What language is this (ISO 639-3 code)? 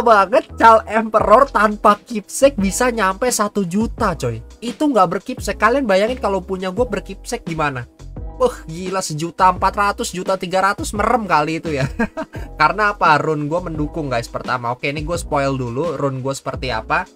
ind